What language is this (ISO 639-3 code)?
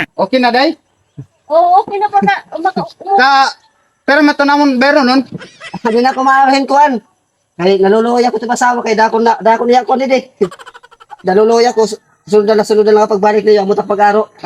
war